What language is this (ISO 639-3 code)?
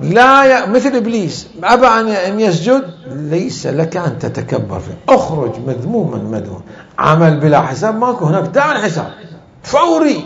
acm